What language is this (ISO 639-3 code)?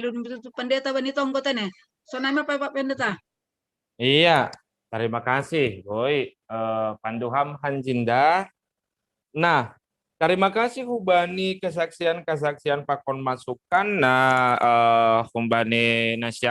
bts